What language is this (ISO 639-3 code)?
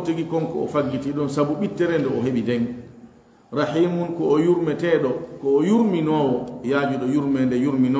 ful